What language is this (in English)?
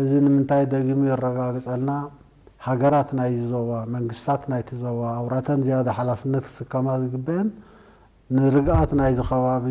Tigrinya